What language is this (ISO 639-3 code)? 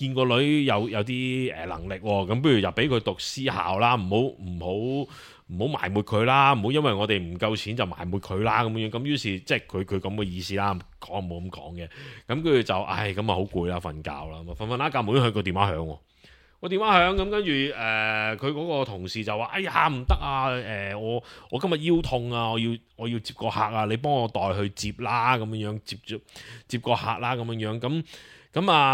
yue